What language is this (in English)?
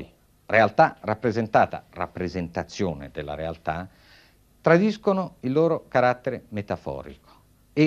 Italian